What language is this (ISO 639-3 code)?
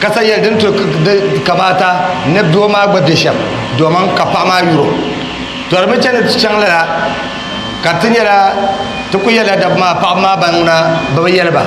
dag